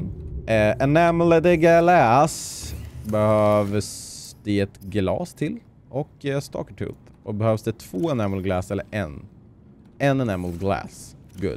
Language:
Swedish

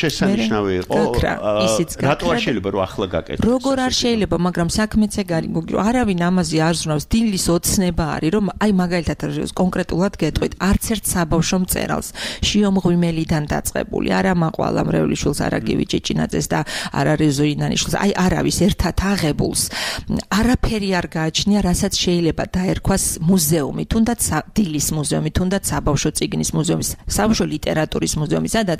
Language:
Georgian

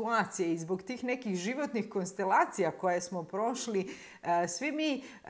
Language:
Croatian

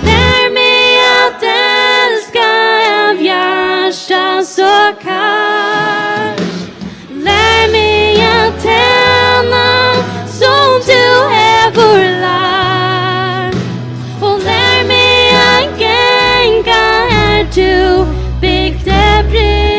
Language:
Faroese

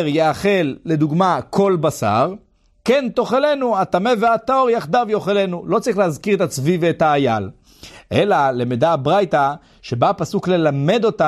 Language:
Hebrew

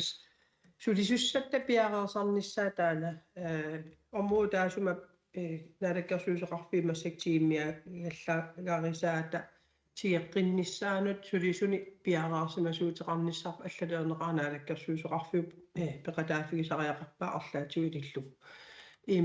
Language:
Kalaallisut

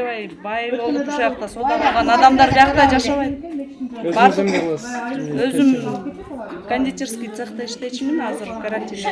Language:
Kyrgyz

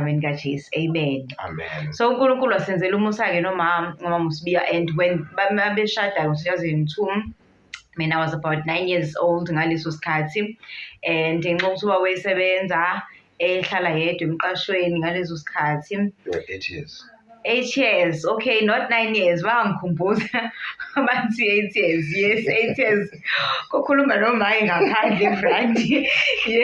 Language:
Zulu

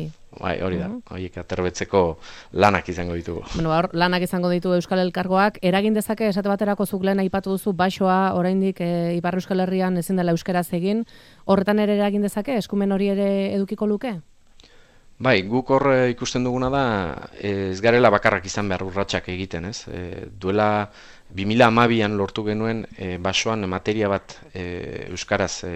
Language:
Basque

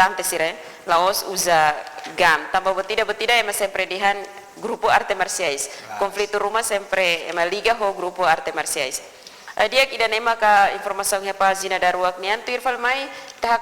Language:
Tetum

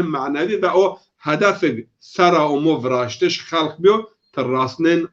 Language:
Zaza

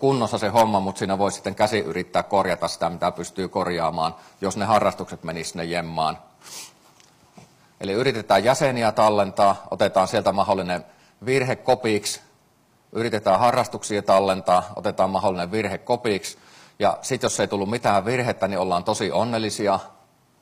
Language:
Finnish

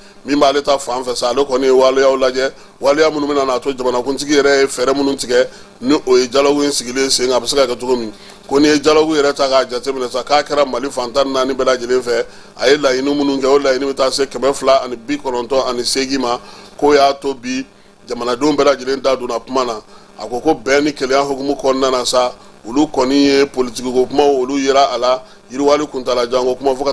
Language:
Bambara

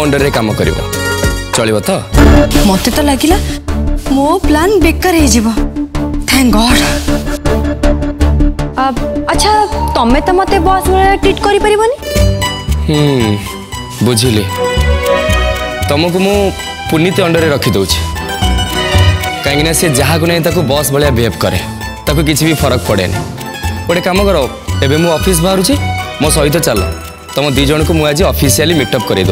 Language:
Odia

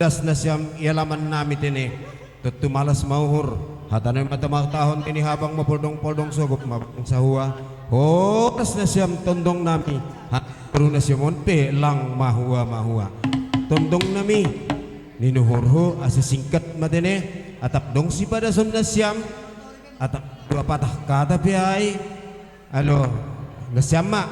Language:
Batak Simalungun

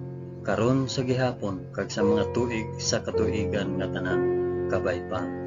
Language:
Hiligaynon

